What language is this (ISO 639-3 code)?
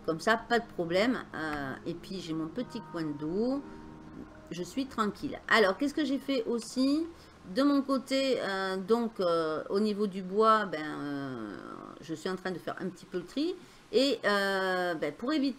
fra